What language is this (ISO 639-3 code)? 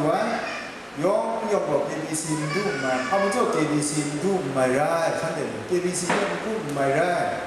kac